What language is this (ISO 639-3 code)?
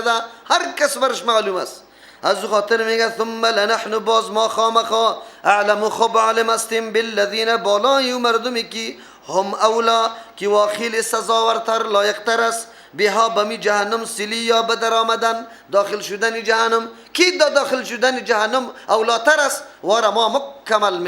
fas